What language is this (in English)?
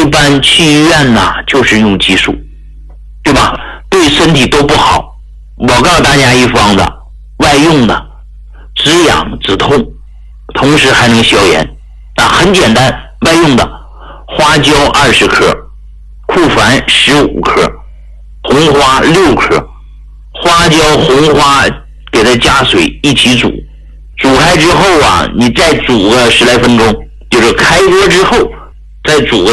Chinese